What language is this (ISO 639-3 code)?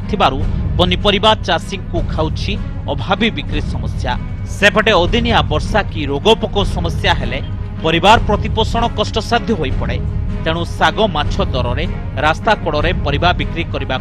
ori